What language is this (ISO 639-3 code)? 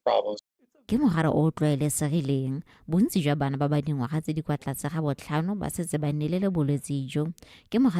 tsn